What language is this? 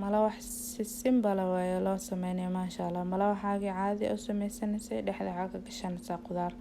Somali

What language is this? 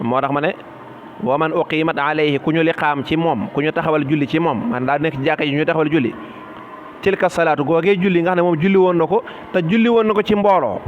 Wolof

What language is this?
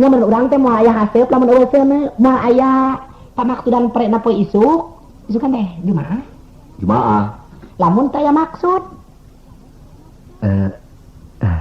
Sundanese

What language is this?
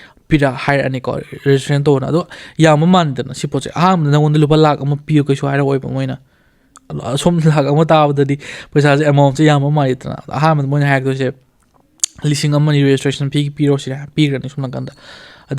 Manipuri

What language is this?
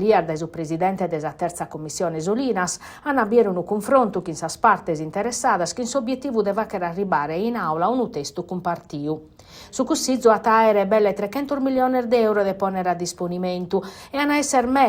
Sardinian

